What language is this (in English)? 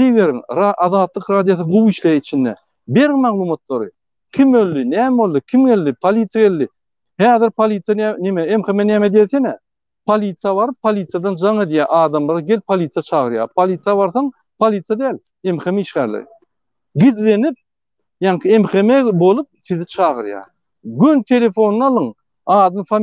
Turkmen